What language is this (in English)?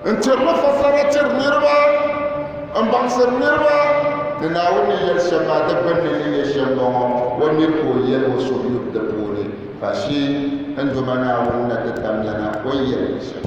Dagbani